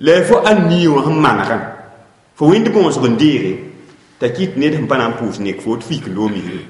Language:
Mossi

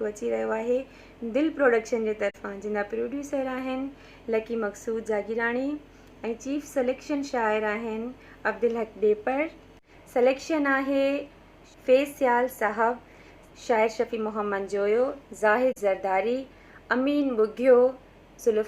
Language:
Sindhi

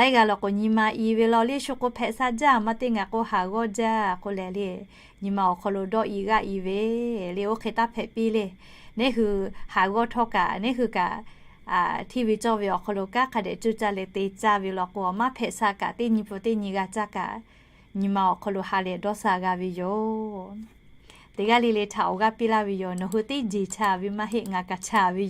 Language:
Lahu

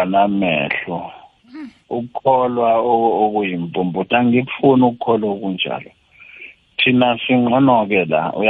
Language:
South Ndebele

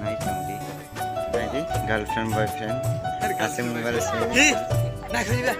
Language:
Kok Borok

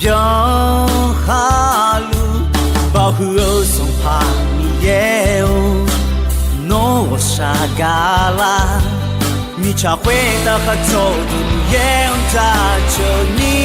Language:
Akha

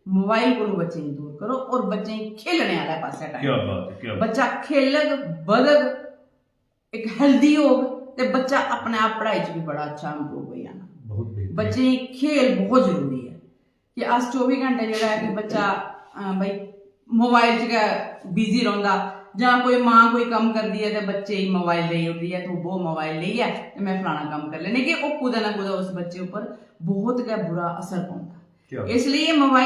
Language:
Dogri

